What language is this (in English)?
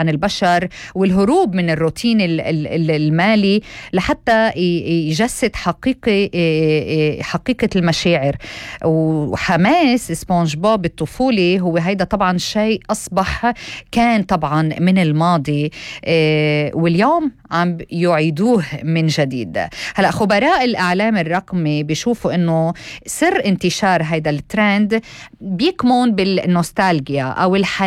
North Levantine Arabic